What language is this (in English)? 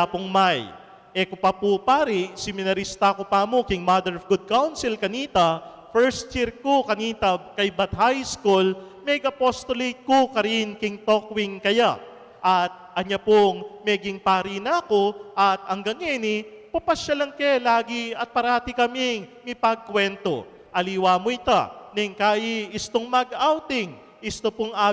Pampanga